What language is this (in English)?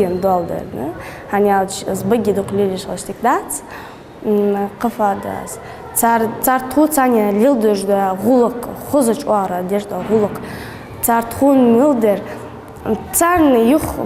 Ingush